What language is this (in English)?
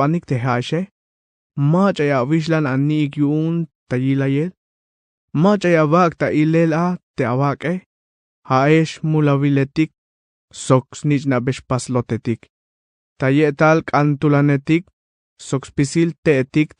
Tzeltal